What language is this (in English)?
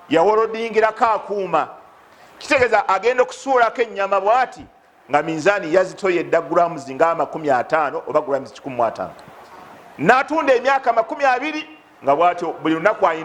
Ganda